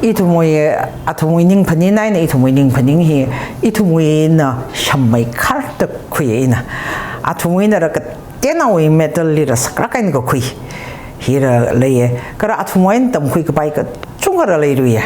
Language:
Tangkhul Naga (India)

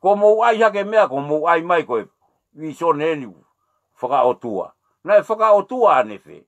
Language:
Tongan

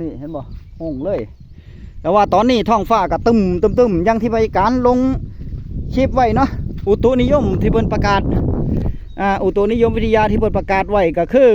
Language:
Northeastern Thai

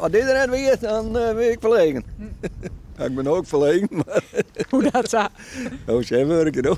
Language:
Western Frisian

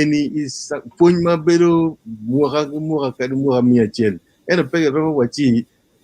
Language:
Acoli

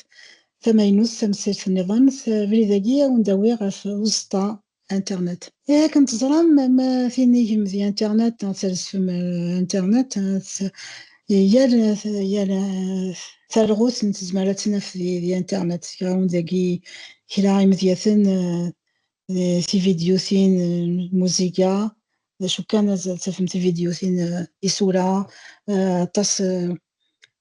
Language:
Kabyle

